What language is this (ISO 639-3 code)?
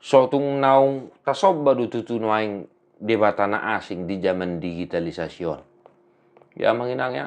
bbc